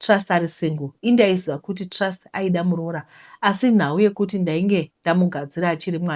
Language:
Shona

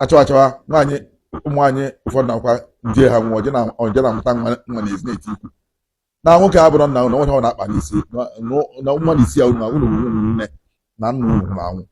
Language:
Igbo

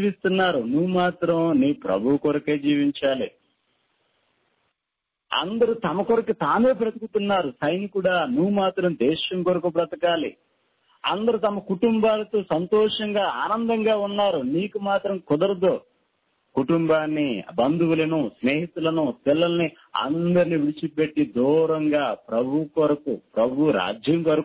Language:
Telugu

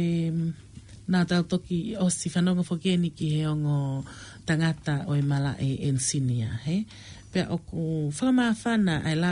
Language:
Tongan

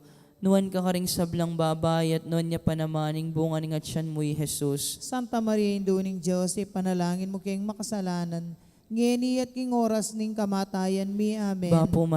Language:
Pampanga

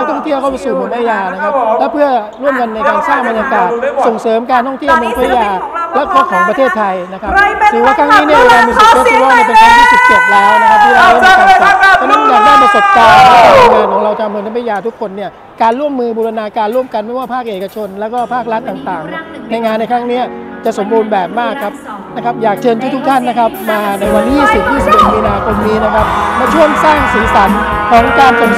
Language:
Thai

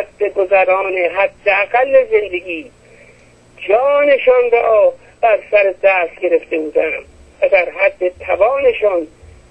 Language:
Persian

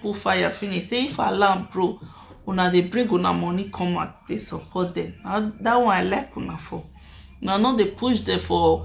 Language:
Nigerian Pidgin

